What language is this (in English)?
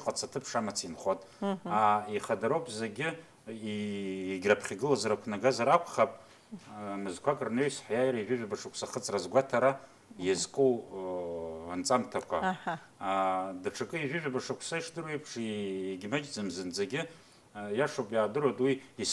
Abkhazian